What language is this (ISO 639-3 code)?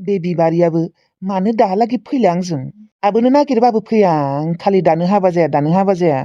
brx